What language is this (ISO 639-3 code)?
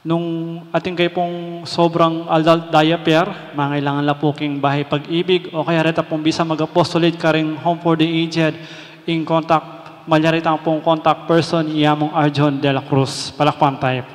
pam